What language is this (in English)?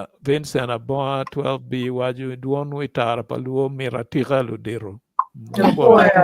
Acoli